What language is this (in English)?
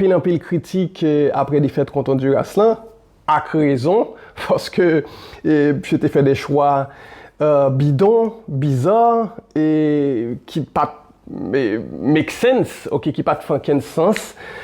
Haitian Creole